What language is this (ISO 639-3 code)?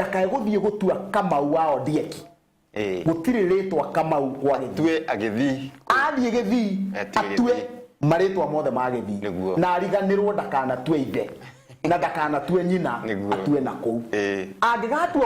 kik